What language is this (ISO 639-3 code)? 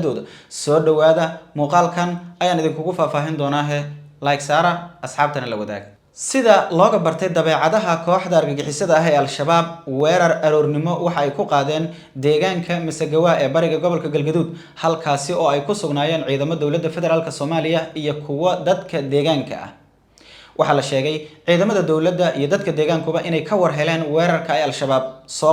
som